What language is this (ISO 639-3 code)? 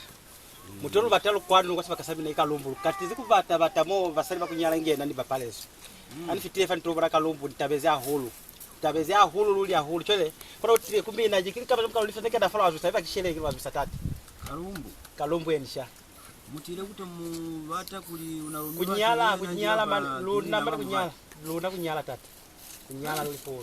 loz